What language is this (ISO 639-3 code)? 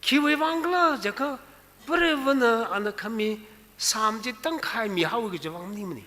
nmf